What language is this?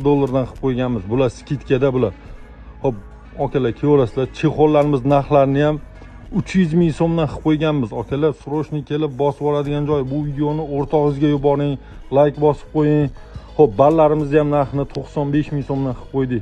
Uzbek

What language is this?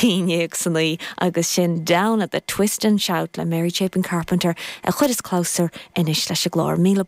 Irish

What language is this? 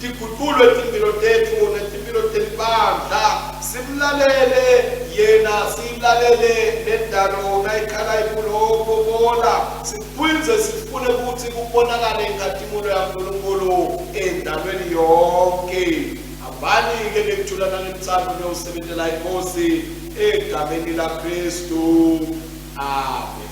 Swati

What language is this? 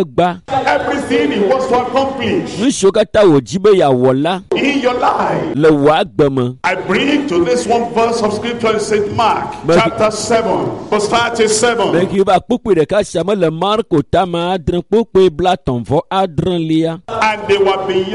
Ewe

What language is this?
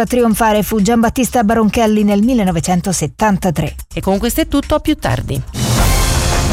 Italian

